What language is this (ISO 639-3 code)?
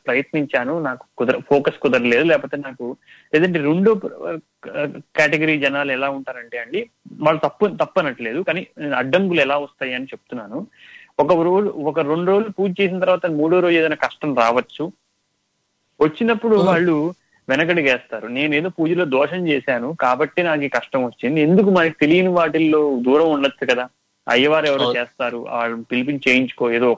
tel